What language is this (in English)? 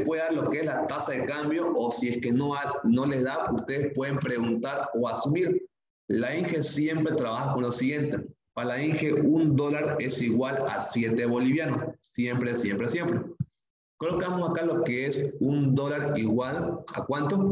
Spanish